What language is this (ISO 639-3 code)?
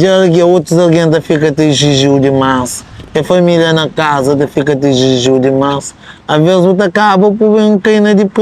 kea